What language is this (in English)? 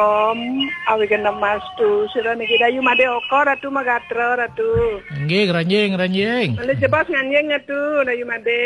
Balinese